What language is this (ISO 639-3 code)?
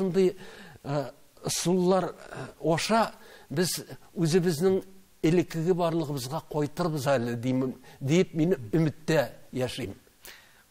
tat